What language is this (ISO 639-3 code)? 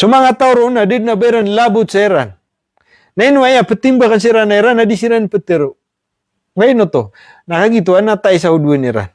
mrw